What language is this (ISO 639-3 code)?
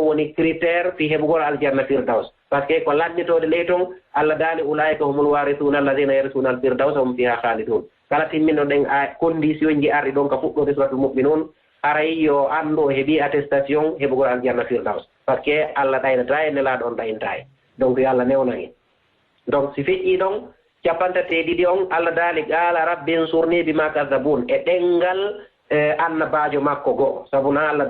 ful